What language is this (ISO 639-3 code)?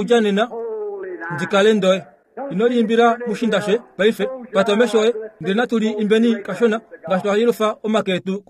kua